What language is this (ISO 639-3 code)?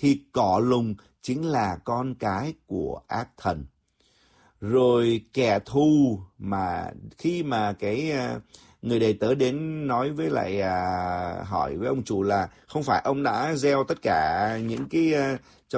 vie